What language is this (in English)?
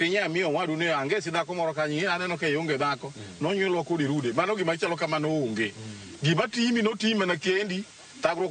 Luo (Kenya and Tanzania)